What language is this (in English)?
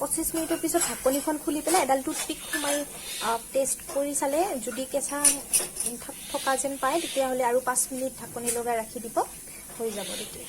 Assamese